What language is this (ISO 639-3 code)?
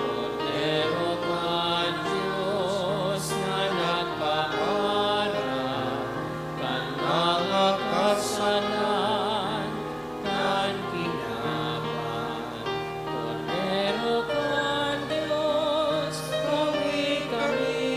bik